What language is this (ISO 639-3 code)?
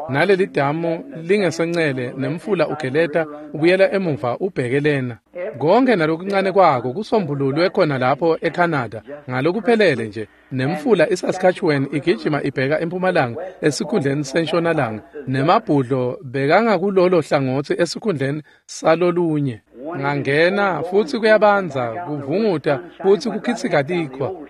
ssw